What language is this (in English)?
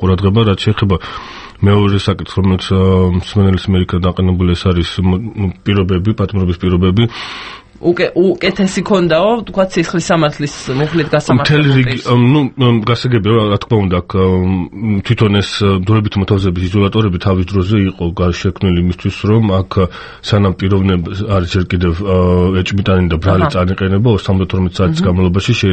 Georgian